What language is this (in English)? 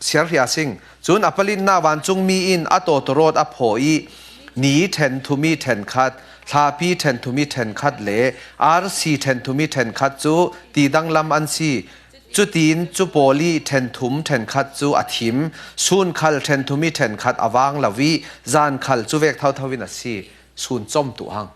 Falam Chin